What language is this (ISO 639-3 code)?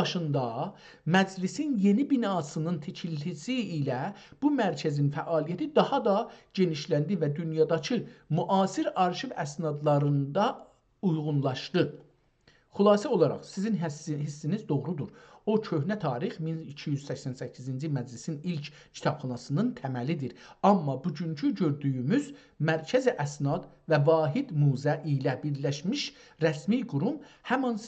azb